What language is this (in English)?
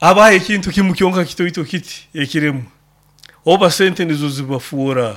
Nyoro